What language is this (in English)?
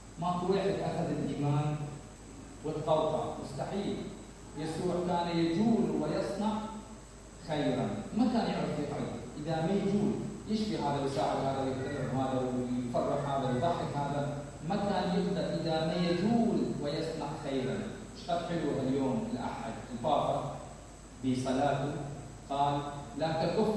Mesopotamian Arabic